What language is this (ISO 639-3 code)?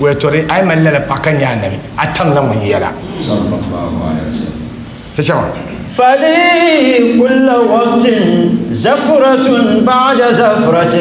dag